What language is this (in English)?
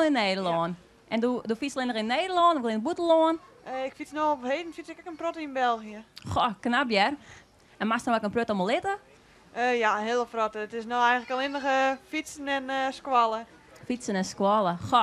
Western Frisian